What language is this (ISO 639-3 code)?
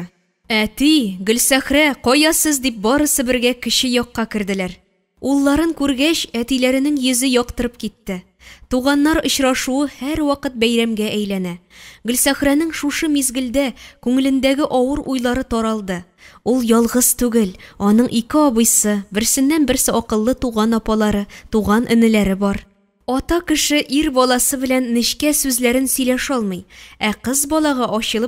tat